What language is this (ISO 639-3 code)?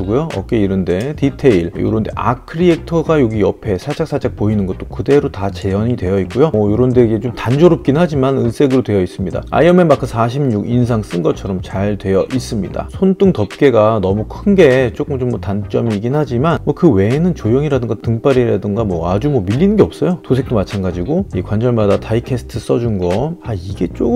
kor